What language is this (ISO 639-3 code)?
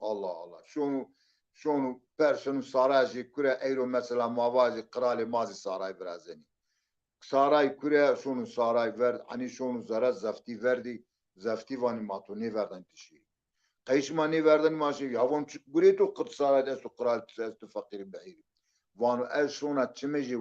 zza